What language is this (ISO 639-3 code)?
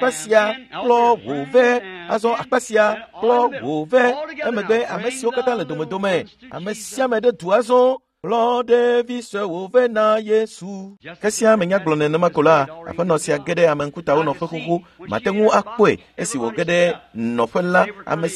ewe